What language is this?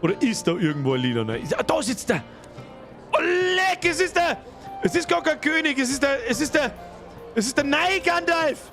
Bavarian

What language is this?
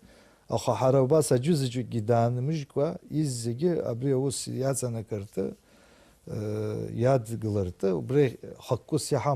Abkhazian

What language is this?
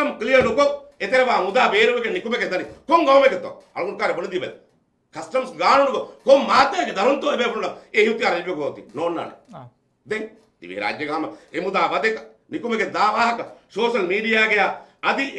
Divehi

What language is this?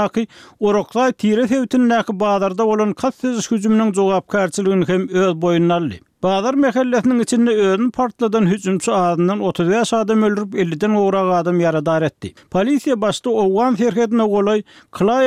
Turkmen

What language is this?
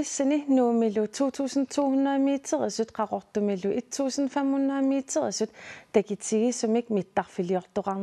Kalaallisut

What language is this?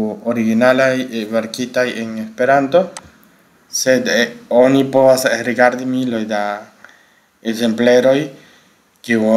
Esperanto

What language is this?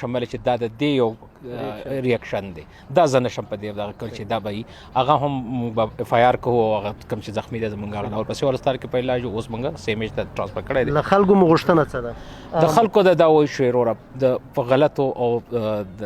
Pashto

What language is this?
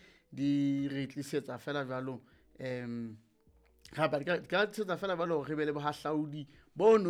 Southern Sotho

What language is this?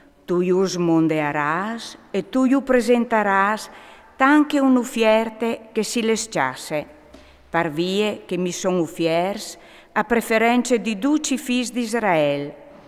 Friulian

